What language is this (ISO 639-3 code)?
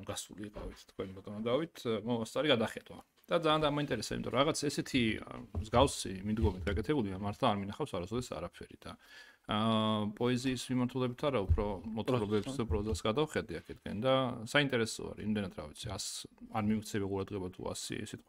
kat